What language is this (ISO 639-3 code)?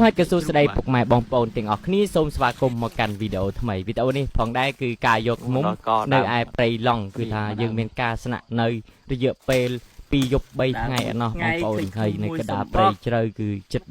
khm